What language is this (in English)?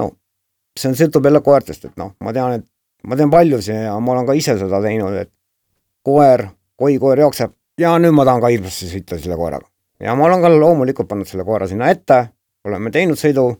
Estonian